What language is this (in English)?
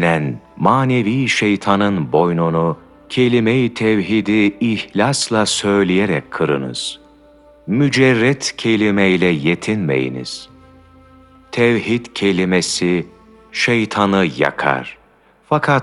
Turkish